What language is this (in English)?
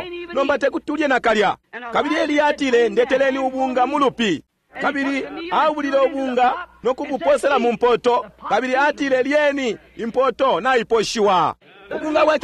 Bemba